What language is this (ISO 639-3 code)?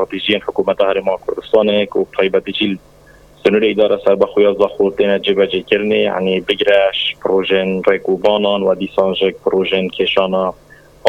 kur